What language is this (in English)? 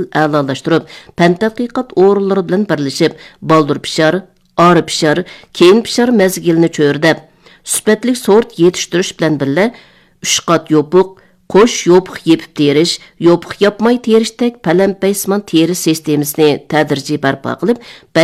Uyghur